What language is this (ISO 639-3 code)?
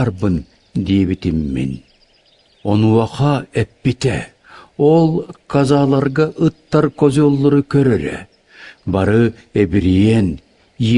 sah